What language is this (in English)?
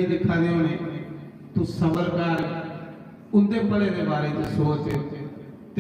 Dogri